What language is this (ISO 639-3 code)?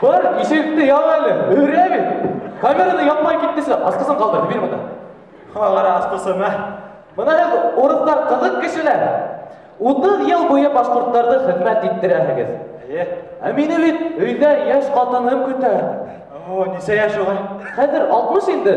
bak